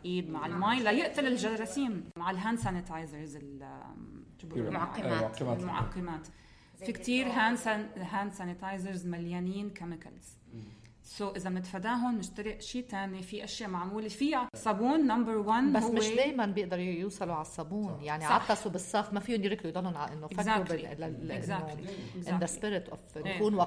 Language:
North Levantine Arabic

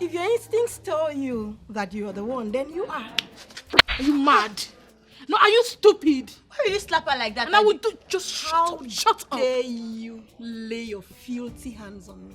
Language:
Nigerian Pidgin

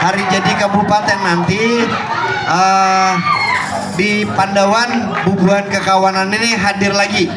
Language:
Banjar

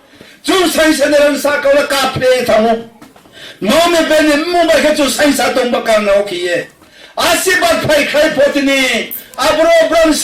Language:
Riang (India)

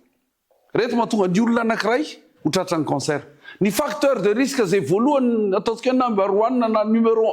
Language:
Malagasy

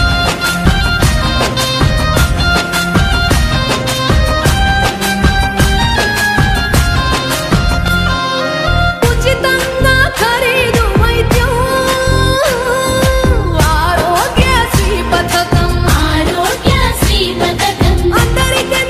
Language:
Telugu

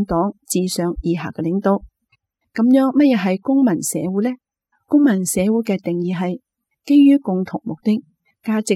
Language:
Cantonese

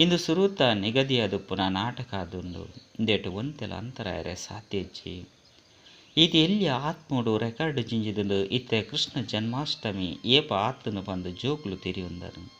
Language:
Tulu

